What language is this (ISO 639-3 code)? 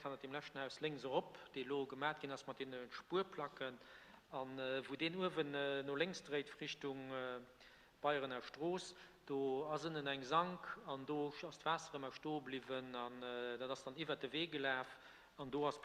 ltz